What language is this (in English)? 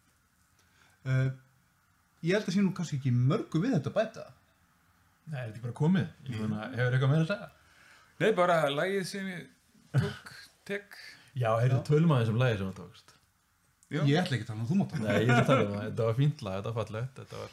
Icelandic